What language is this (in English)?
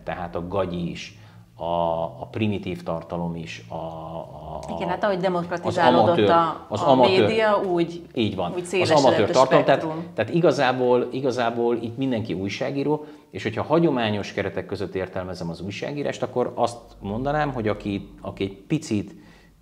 Hungarian